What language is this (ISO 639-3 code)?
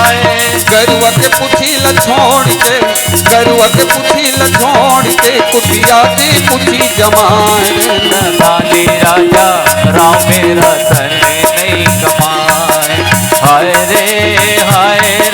hne